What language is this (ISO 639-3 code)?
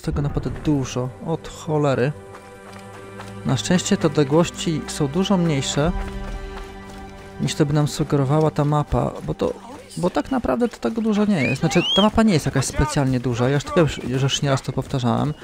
pol